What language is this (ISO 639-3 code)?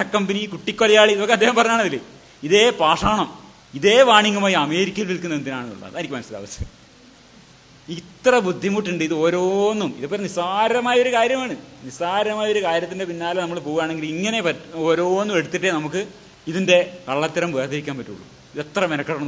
mal